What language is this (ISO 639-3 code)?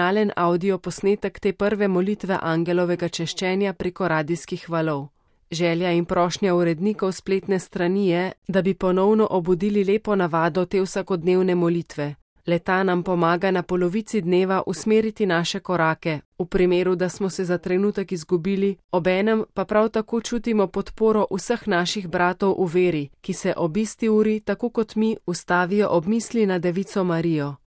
slv